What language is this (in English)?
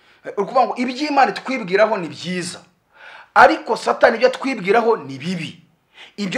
Kinyarwanda